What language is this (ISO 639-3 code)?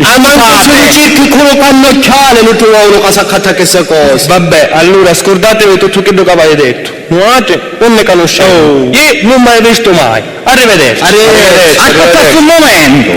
scn